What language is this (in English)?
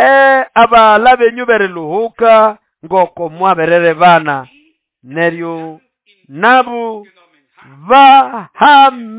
Nande